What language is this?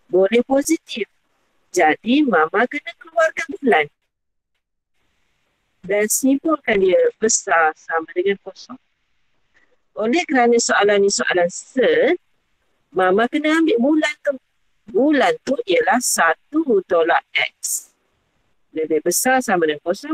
Malay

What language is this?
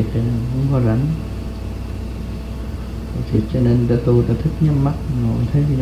Vietnamese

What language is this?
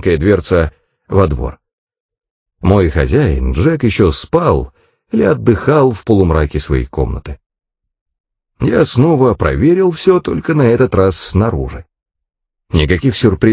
Russian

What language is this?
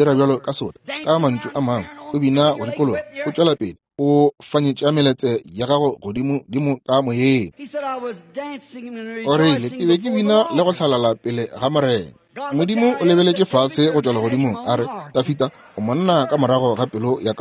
Northern Sotho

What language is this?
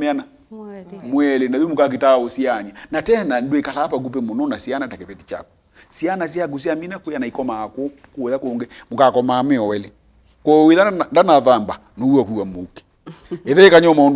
Kamba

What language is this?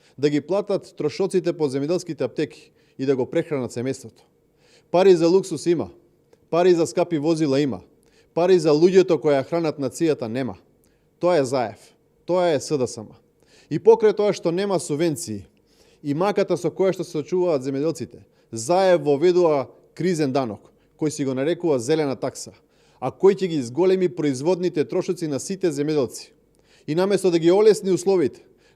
Macedonian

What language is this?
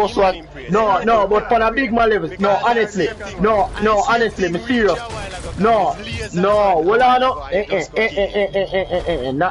Jamaican Creole English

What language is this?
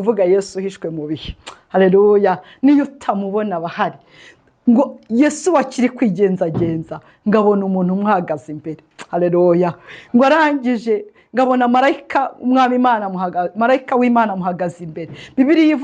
Kinyarwanda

